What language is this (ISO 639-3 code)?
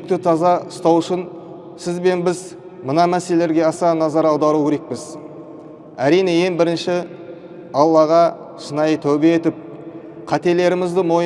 kaz